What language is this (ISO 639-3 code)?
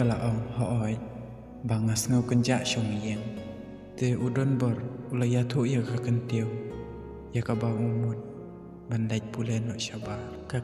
kha